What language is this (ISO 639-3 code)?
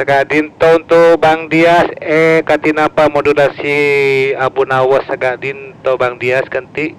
mad